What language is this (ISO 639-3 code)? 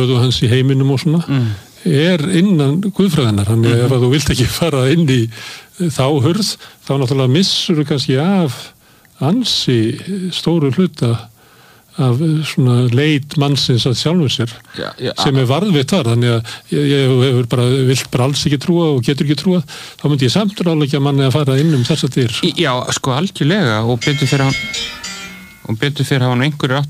isl